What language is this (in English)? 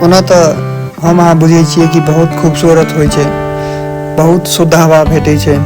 Maithili